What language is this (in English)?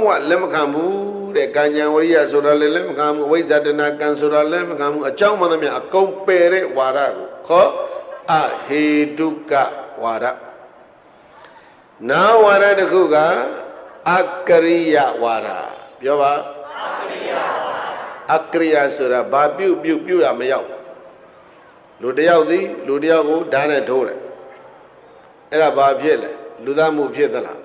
Burmese